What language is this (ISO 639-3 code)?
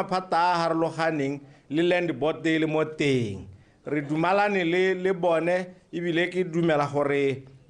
tsn